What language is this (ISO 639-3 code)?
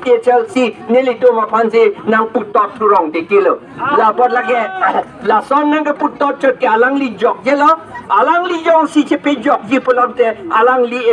mjw